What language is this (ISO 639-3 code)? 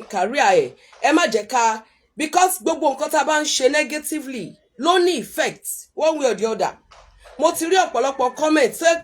yor